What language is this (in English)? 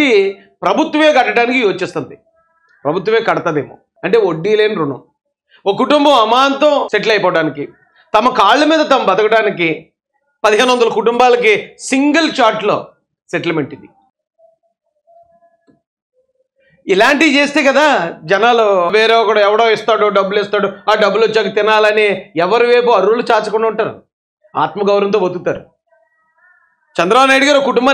Telugu